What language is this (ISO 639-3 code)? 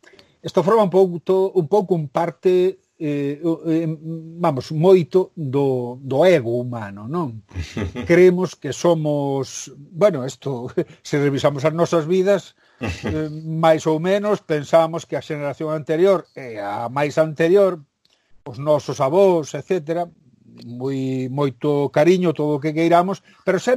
glg